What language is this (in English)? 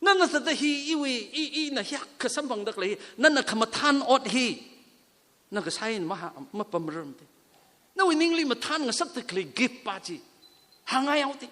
Tangkhul Naga (India)